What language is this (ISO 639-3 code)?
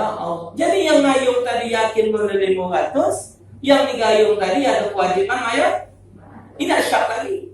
mui